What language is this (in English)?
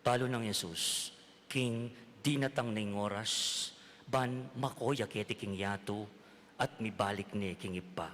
Pampanga